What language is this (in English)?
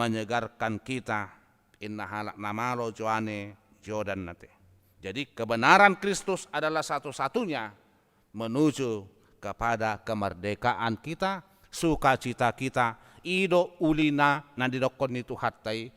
Batak Toba